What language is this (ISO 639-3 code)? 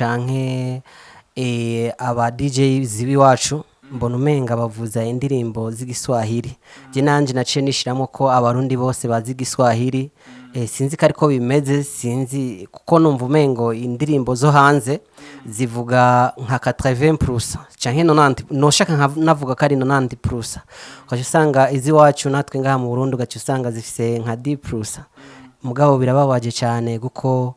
run